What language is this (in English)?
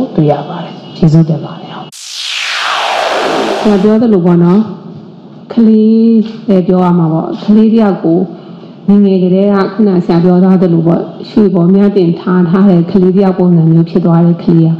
Burmese